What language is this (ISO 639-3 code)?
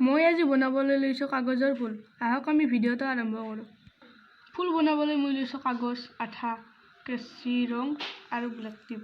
asm